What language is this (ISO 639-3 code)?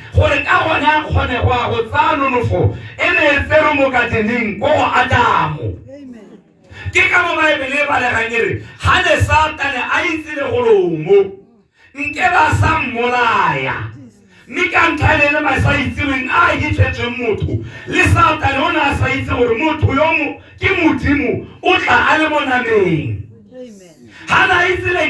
tsn